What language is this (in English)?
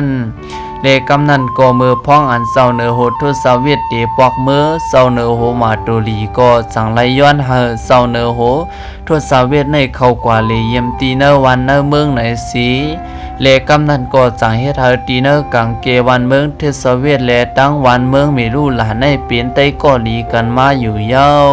Shan